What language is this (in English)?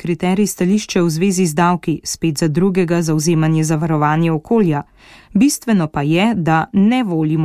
Slovenian